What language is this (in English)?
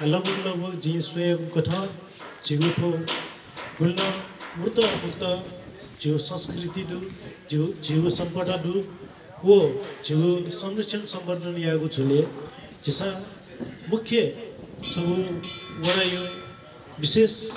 Newari